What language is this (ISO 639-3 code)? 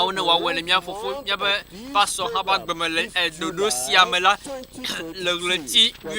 ewe